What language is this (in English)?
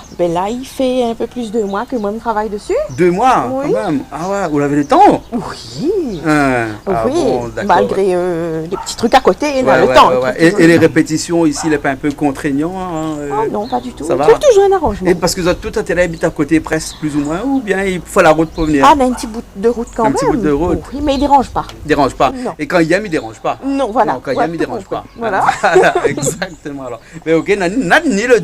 Réunion Creole French